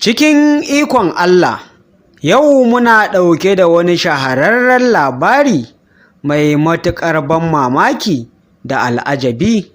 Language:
Hausa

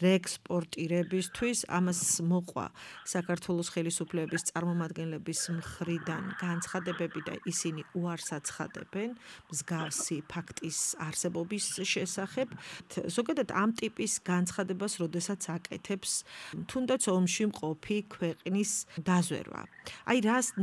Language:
Georgian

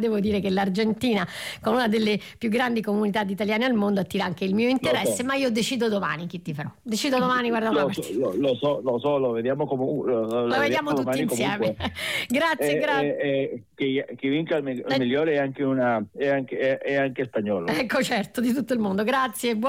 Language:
Italian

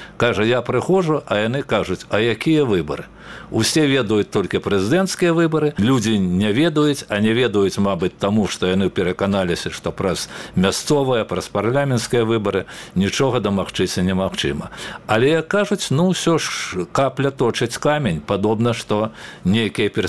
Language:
Belarusian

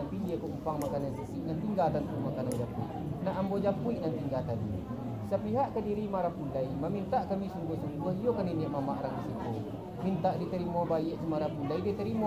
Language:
Minangkabau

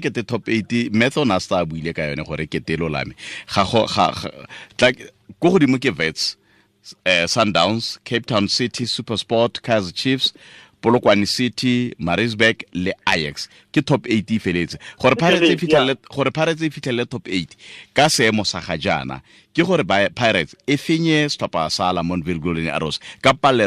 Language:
Tswana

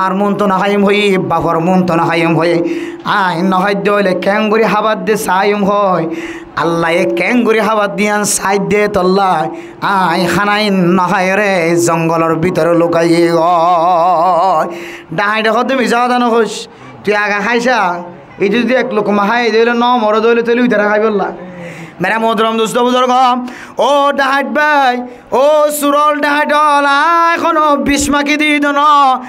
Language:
Rohingya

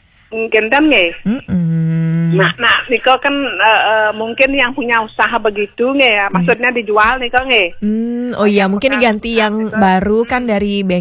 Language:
Balinese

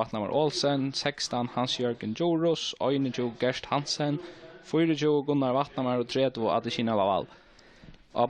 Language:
Faroese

